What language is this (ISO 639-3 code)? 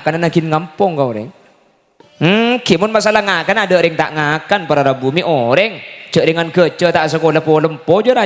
mad